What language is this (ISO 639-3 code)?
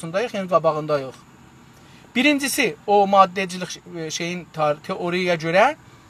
azb